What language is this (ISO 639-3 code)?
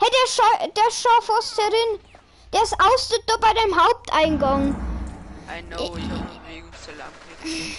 bar